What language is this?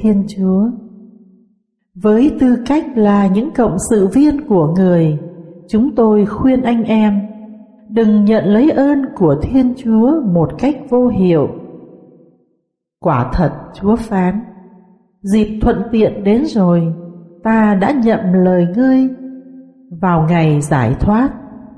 Vietnamese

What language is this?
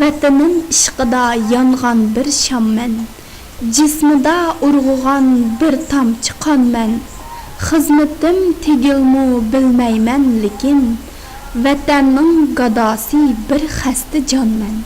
Uyghur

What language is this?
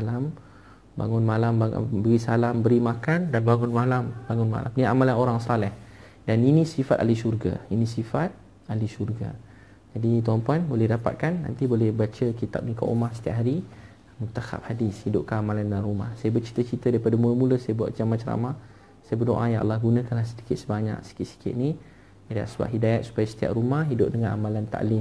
Malay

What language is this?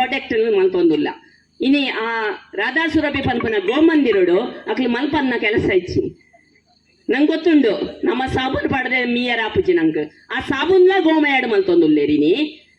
Tulu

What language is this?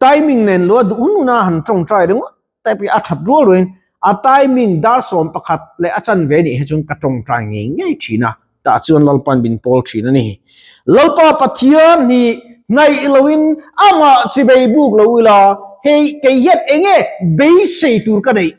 Mizo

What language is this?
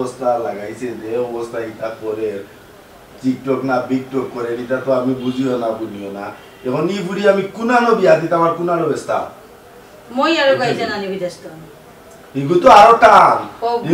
Sylheti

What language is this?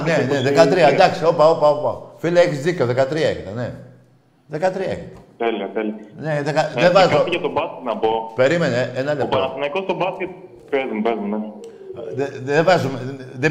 Greek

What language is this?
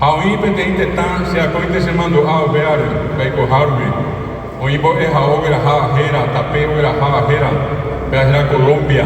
Guarani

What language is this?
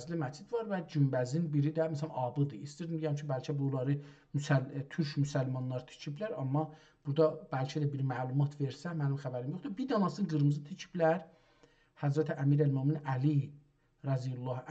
South Azerbaijani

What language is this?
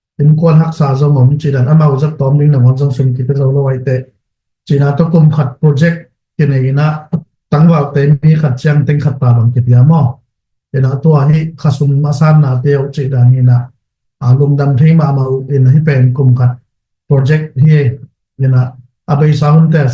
Tedim Chin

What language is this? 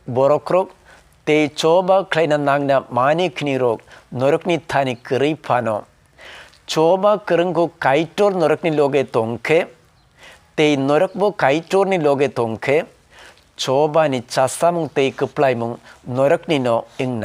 Kok Borok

